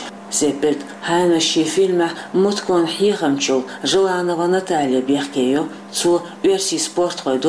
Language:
Chechen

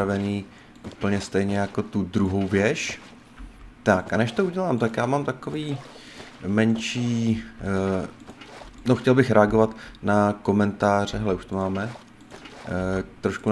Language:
Czech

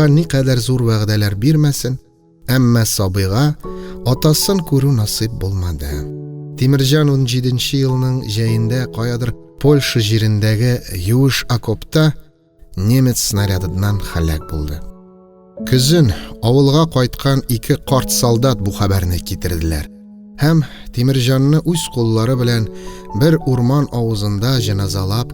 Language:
Tatar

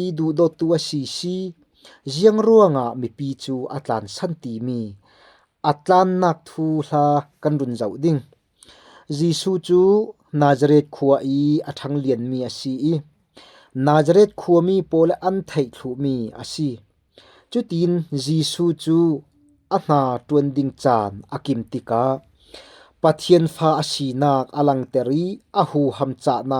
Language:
Falam Chin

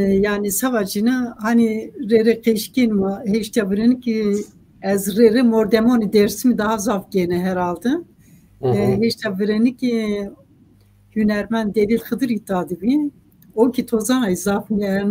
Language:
Zaza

